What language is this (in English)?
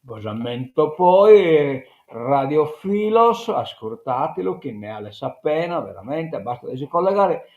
Sardinian